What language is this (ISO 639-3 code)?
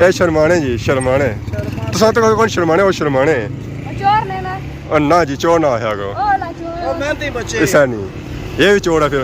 phr